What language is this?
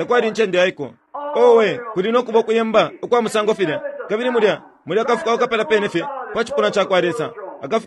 Bemba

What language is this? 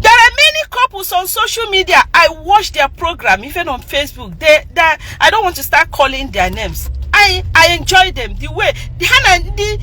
Igbo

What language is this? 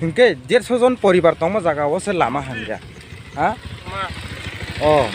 Kok Borok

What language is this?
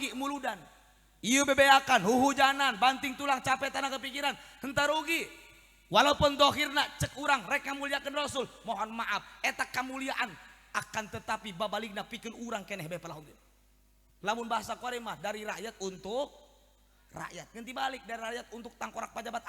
Sundanese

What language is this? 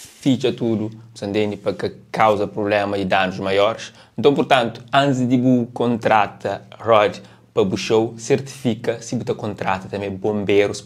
Kabuverdianu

